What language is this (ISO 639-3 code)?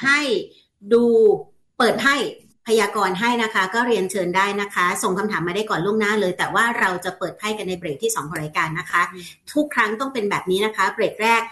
tha